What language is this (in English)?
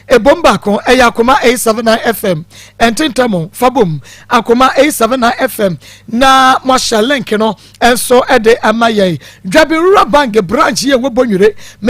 Akan